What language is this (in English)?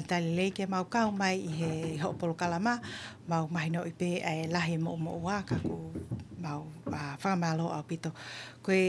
Tongan